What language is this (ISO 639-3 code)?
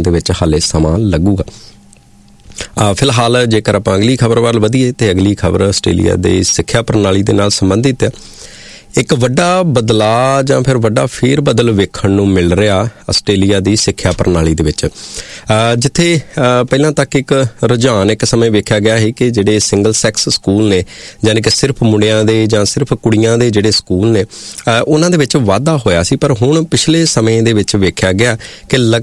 pan